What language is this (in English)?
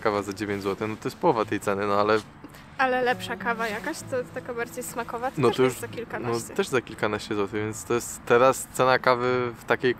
Polish